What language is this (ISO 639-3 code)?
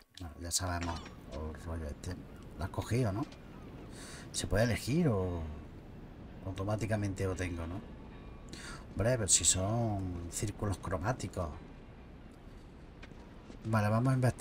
spa